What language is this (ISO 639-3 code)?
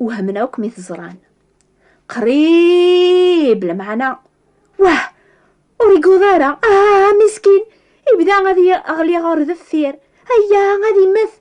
kab